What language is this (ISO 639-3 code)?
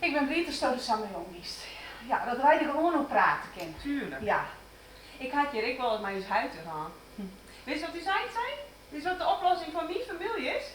fry